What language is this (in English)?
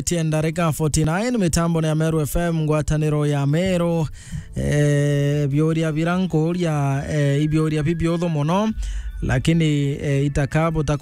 Meru